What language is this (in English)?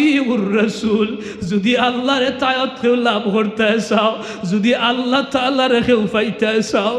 Sylheti